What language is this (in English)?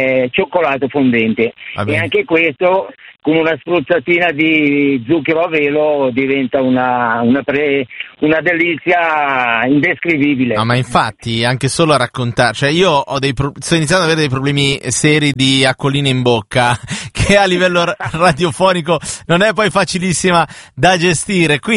Italian